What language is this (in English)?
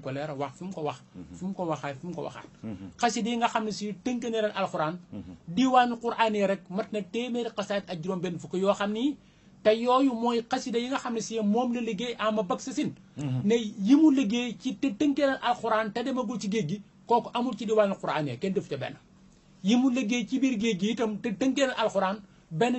Wolof